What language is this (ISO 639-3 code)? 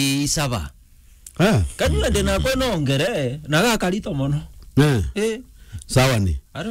mer